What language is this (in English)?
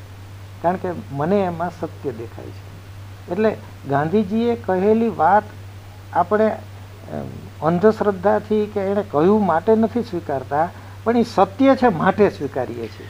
Gujarati